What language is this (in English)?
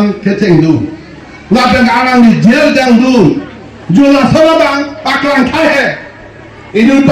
Karbi